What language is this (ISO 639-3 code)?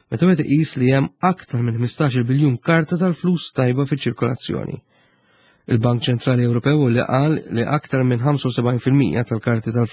mlt